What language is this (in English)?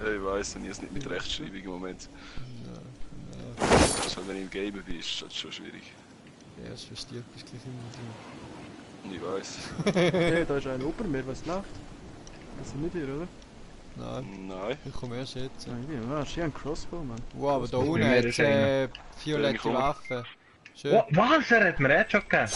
Swiss German